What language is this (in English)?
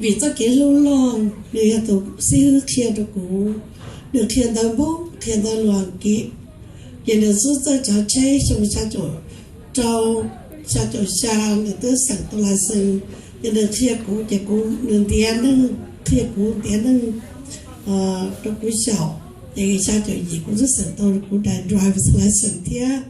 Hmong